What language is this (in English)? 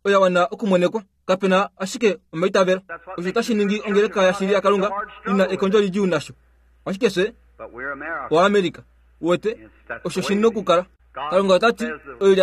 Kuanyama